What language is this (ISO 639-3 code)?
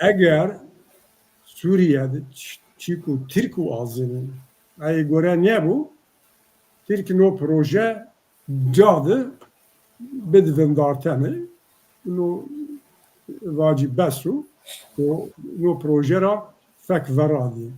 zza